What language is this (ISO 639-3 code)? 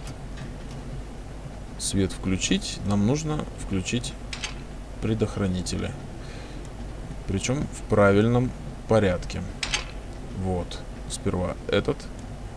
rus